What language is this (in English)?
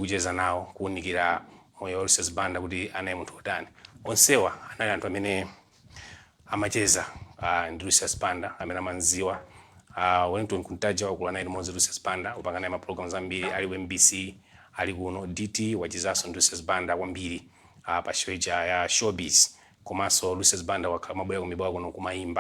Nyanja